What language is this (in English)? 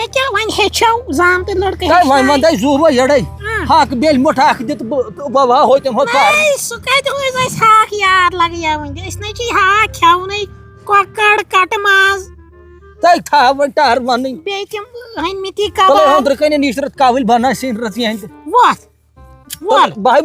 Kashmiri